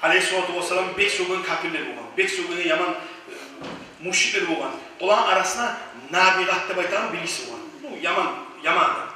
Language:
Kumyk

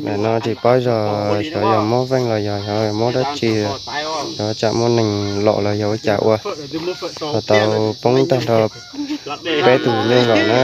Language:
Hmong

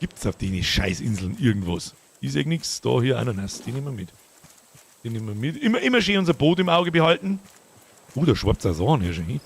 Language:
Bavarian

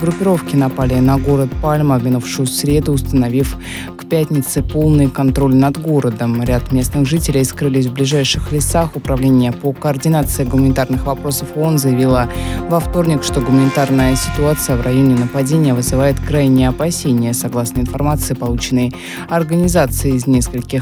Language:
Russian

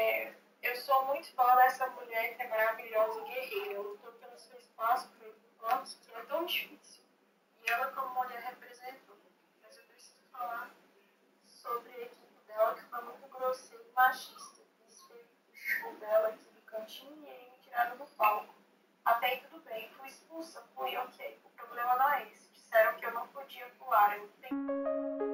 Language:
Portuguese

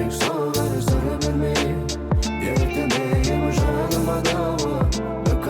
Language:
Crimean Tatar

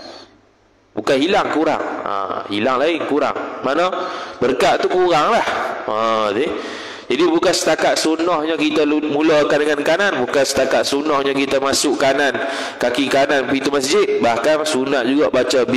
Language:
Malay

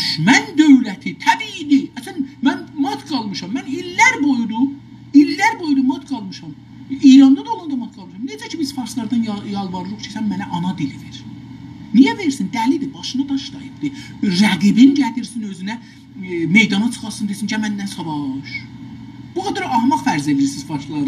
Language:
South Azerbaijani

